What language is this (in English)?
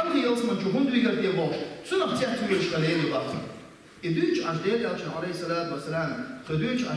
Chechen